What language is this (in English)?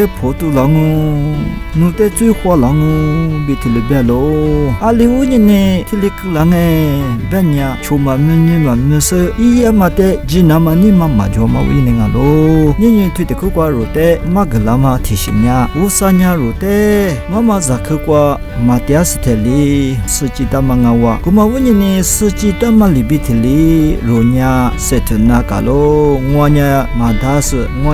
Lisu